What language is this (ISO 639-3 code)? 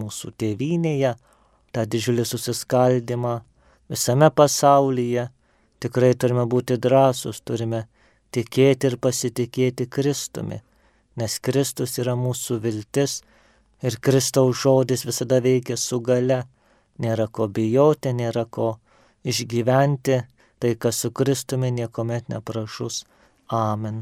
lit